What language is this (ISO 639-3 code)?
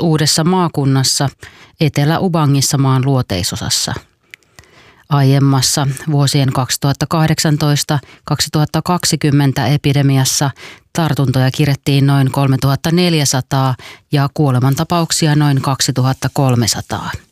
fin